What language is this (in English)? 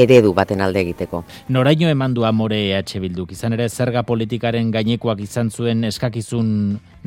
Basque